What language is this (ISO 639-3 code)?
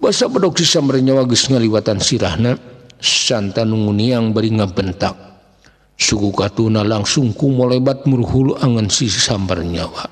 sun